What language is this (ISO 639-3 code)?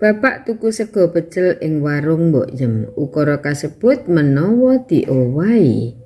jav